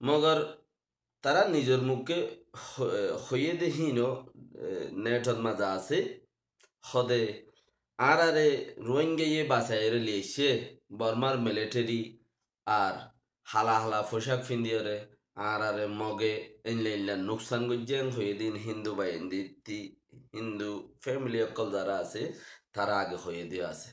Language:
Rohingya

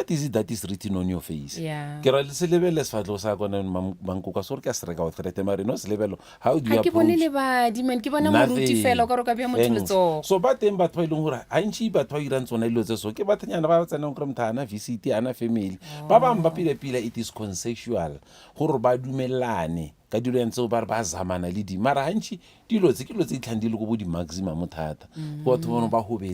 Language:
Northern Sotho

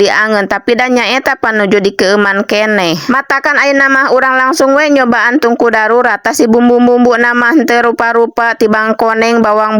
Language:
Sundanese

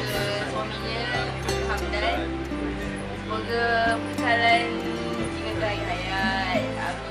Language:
Malay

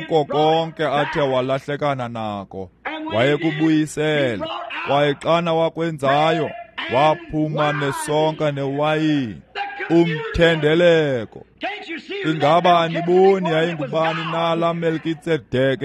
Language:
Xhosa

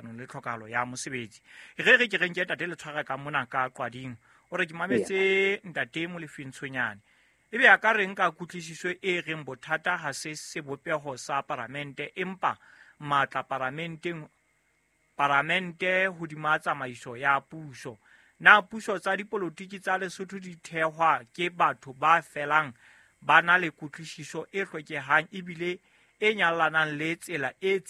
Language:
Southern Sotho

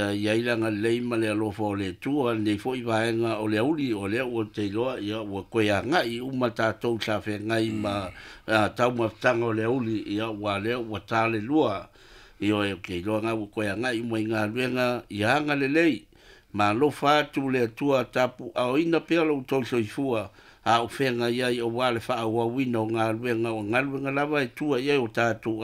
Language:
Samoan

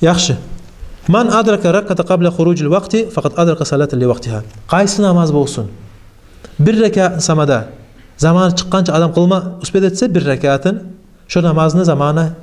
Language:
Kumyk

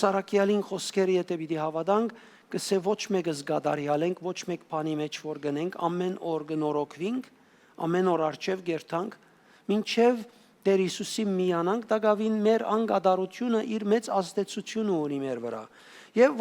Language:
Western Armenian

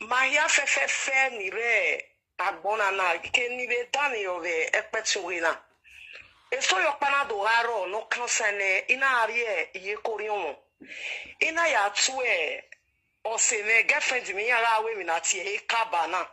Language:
Nigerian Pidgin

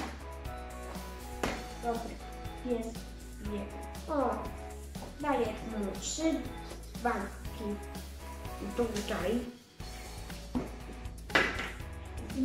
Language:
Polish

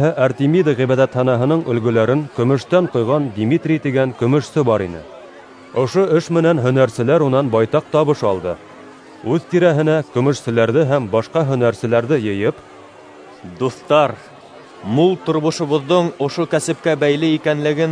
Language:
Bashkir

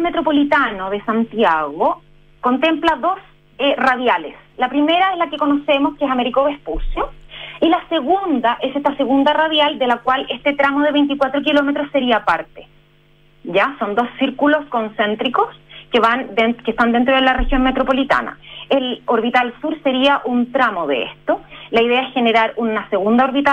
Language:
Spanish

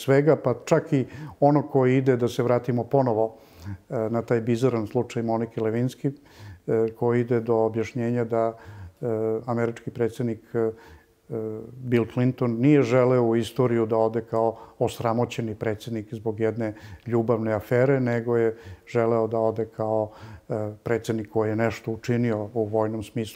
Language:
Serbian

